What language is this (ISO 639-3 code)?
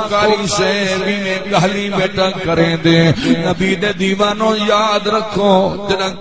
skr